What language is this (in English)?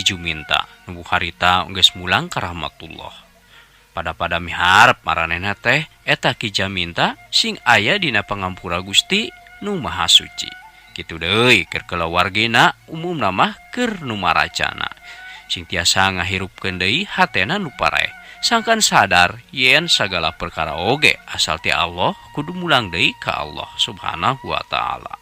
Sundanese